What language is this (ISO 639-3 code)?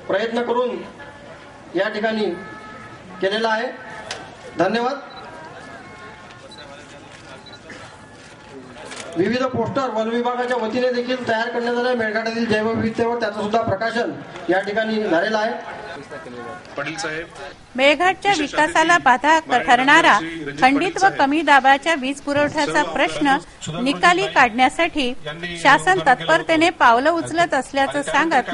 mar